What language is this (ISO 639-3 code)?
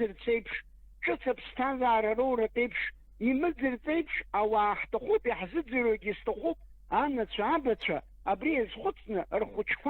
abk